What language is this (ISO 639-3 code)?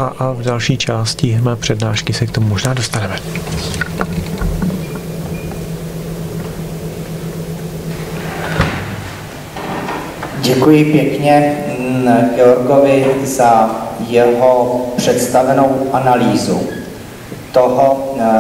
ces